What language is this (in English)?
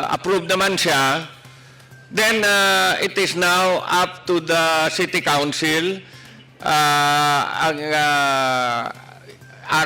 Hiligaynon